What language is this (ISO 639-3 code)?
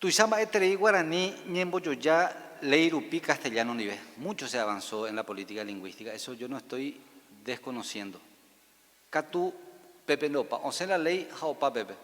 grn